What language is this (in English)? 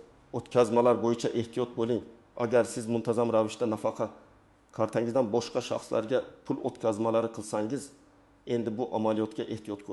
Uzbek